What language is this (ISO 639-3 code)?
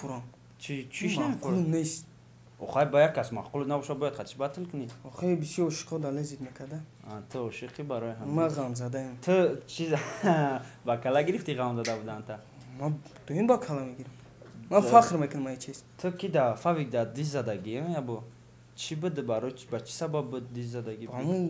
tgk